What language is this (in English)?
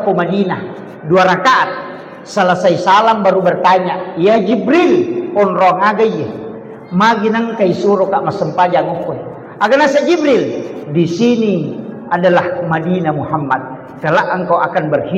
Buginese